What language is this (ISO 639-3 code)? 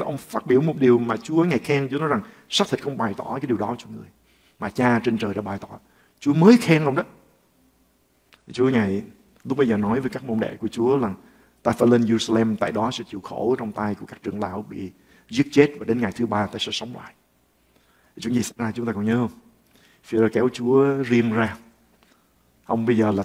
vie